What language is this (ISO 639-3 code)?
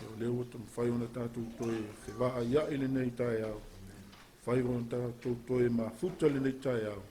smo